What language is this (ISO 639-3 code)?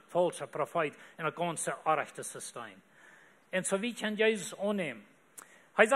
pdt